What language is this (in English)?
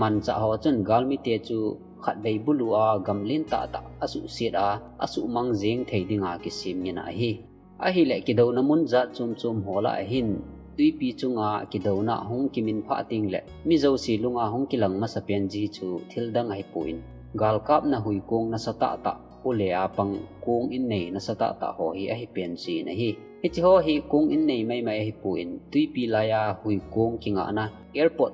Thado Chin